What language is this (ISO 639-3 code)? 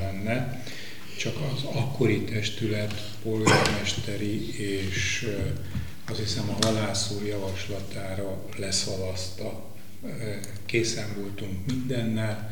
hun